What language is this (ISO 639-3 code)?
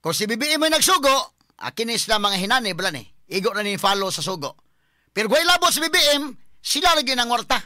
ceb